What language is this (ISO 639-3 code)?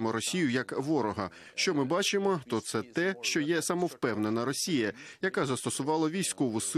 ukr